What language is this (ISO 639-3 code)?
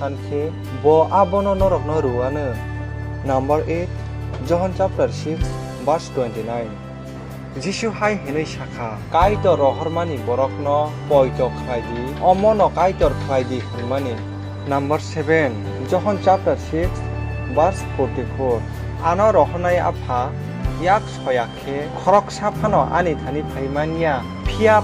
trp